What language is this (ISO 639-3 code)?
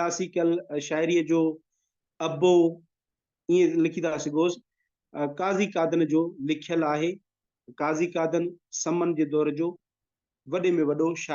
snd